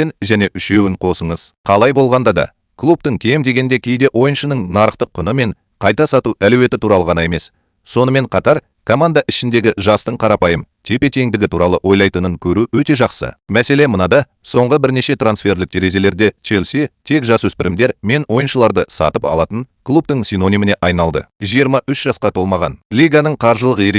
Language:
Kazakh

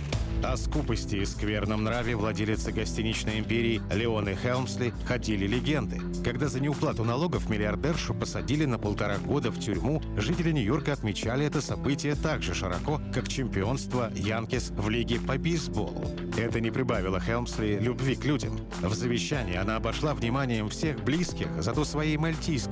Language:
Russian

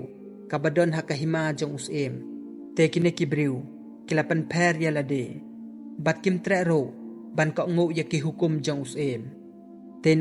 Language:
Khasi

